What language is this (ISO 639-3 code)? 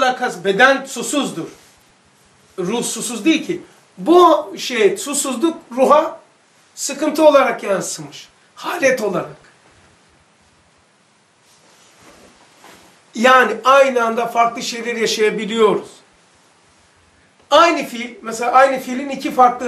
tur